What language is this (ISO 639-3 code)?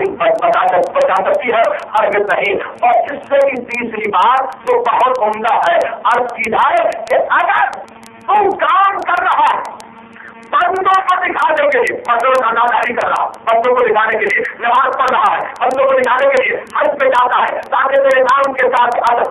urd